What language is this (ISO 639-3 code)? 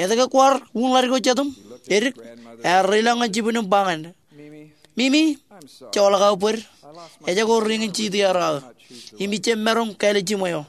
mah